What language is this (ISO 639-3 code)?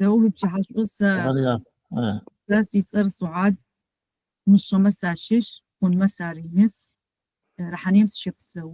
ady